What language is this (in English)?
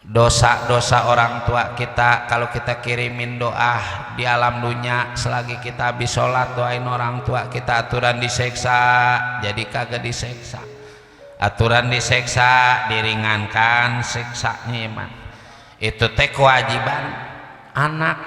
Betawi